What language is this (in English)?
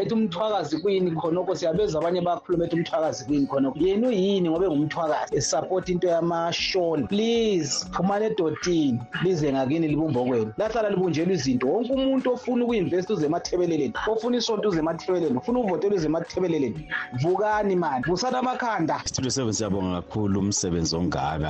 North Ndebele